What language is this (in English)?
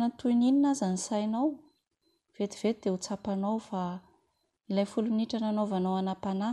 Malagasy